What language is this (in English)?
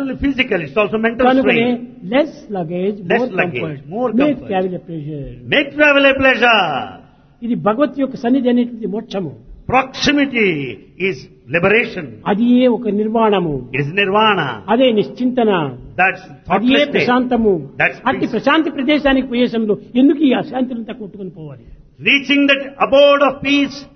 Telugu